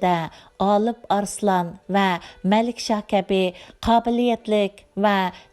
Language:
Uyghur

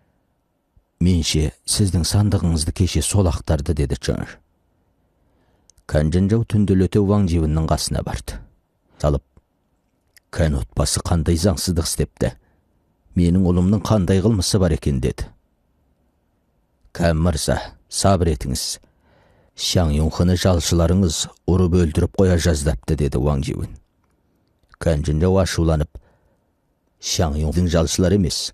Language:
Kazakh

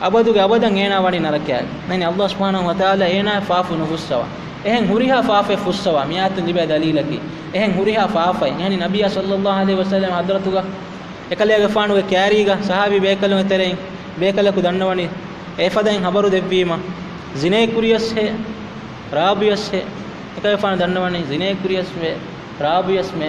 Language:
Divehi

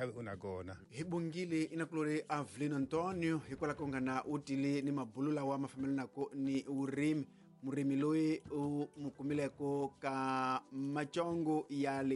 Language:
Tsonga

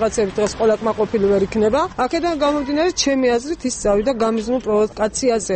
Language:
Georgian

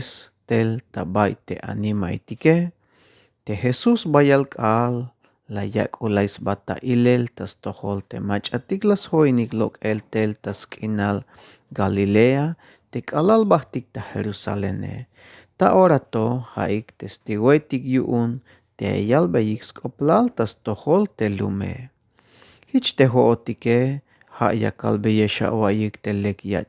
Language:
Tzeltal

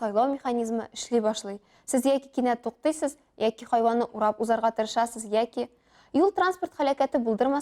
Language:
Tatar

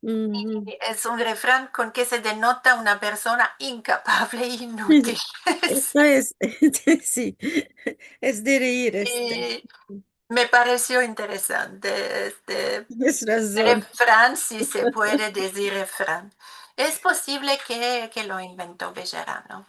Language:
Ladino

